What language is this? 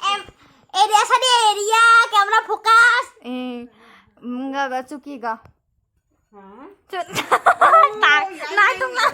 Kok Borok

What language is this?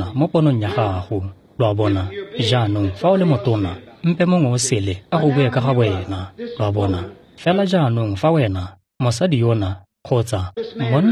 Tswana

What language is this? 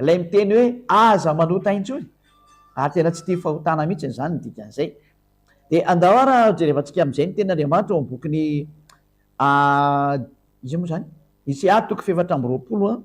Malagasy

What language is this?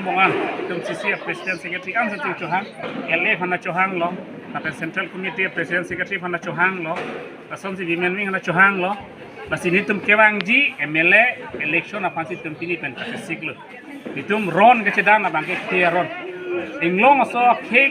Karbi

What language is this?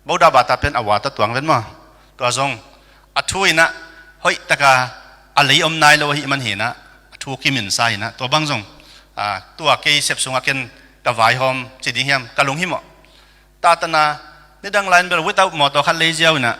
Tedim Chin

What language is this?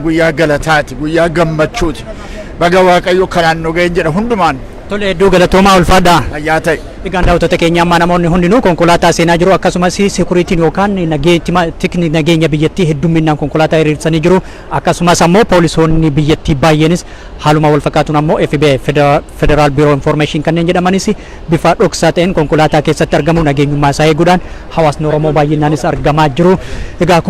Oromo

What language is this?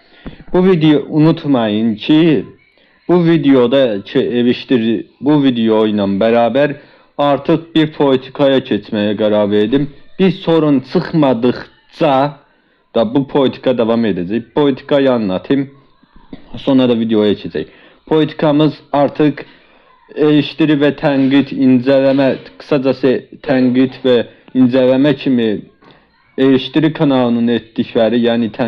Azerbaijani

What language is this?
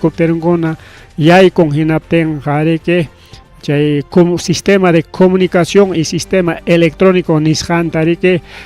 Ayacucho Quechua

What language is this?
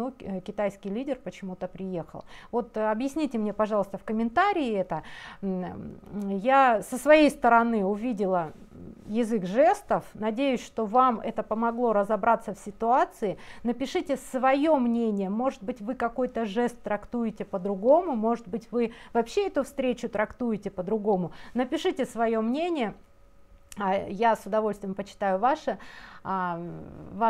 Russian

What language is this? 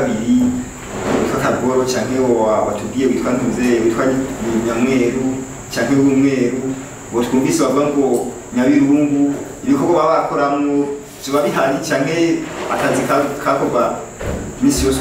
Rundi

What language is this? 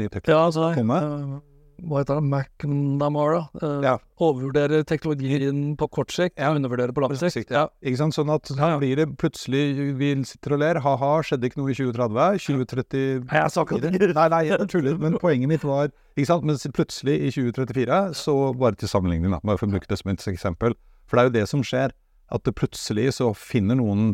Norwegian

